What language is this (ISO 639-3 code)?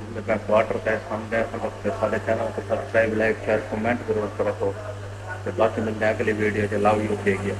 skr